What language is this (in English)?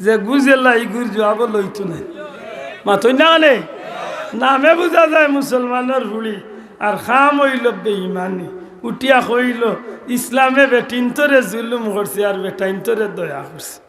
Sylheti